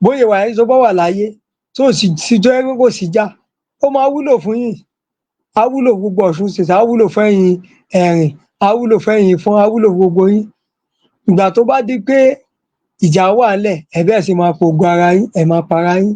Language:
Yoruba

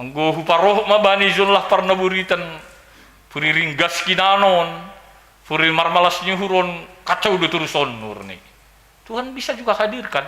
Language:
Batak Simalungun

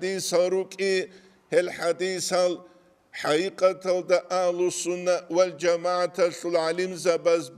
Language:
Avaric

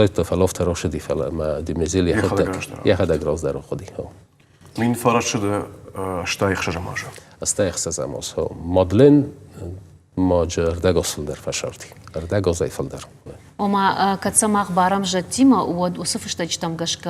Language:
Ossetic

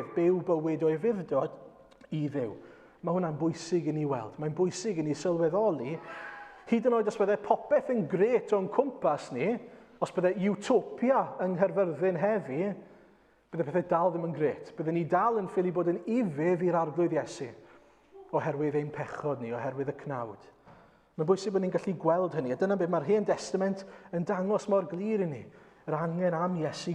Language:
Welsh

